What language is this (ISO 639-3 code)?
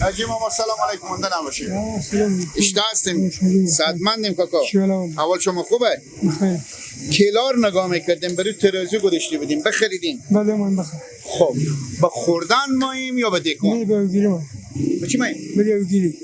fas